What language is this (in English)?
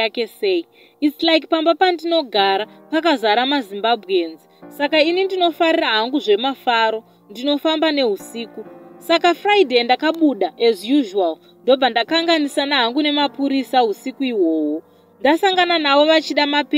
Shona